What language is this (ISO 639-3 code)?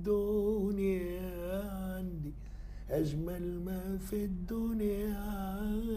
aeb